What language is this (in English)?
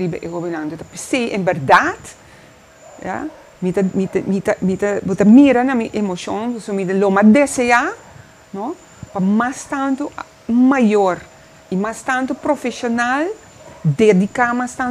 Papiamento